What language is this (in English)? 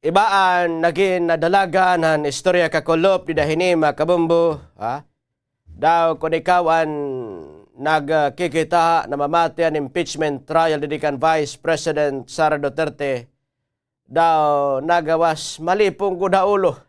Waray